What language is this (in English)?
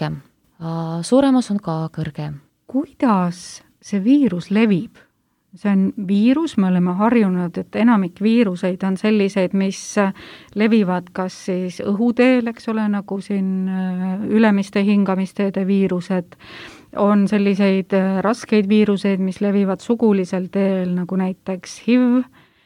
Estonian